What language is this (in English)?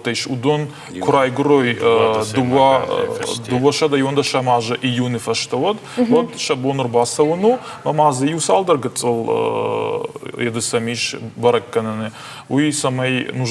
Ossetic